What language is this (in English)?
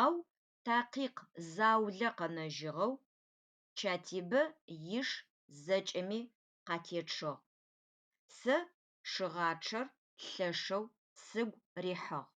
Adyghe